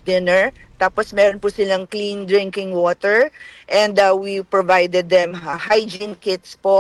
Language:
Filipino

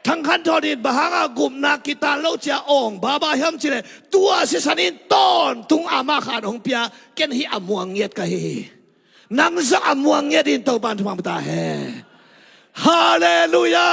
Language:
Tedim Chin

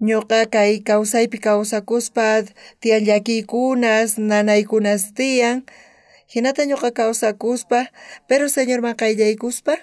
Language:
South Bolivian Quechua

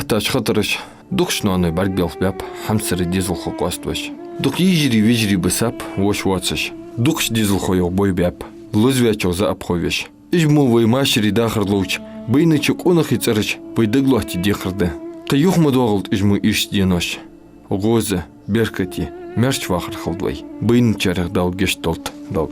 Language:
Ingush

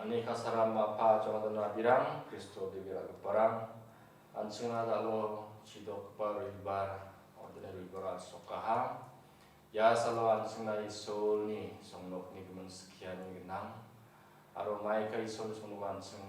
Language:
Garo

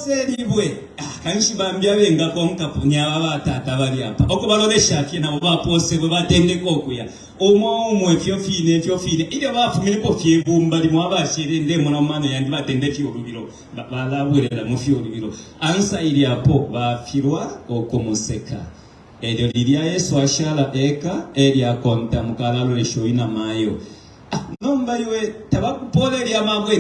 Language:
Bemba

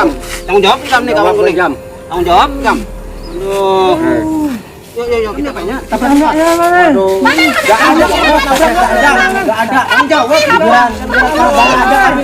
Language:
Banjar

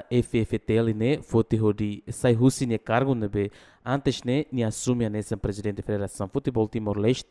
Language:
Tetum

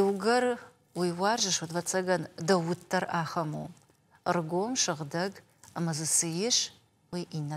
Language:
Ossetic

